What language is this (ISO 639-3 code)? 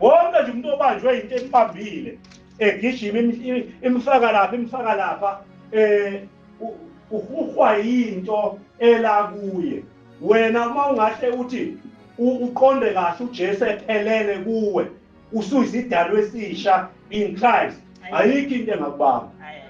zul